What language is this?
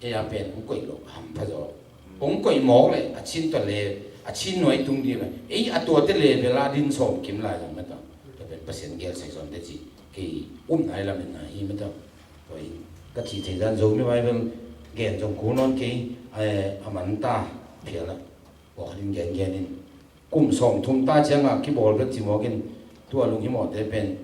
Tedim Chin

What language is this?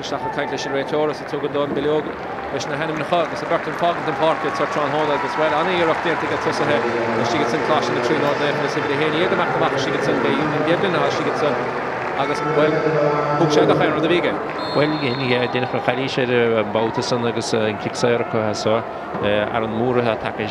Irish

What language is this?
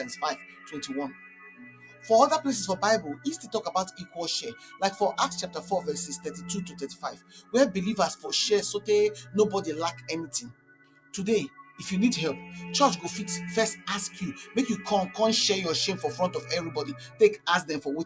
Nigerian Pidgin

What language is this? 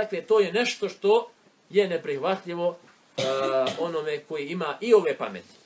Bosnian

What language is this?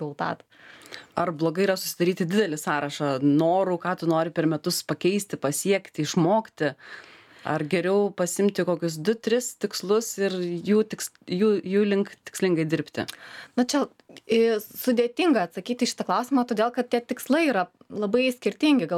Lithuanian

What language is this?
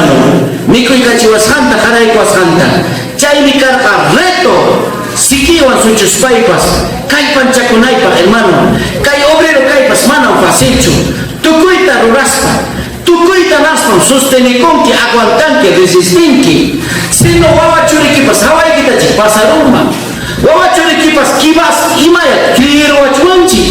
Ayacucho Quechua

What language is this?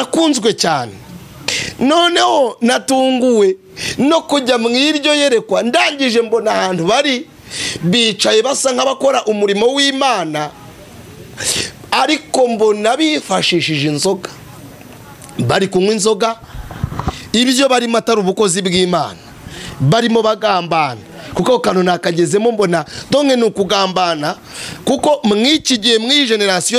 Kinyarwanda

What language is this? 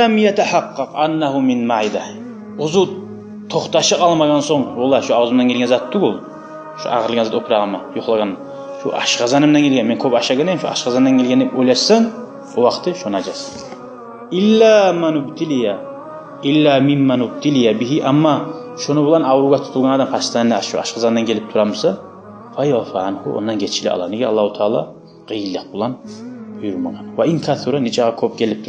Kumyk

